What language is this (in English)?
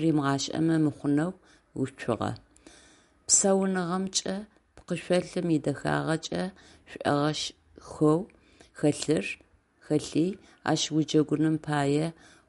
Adyghe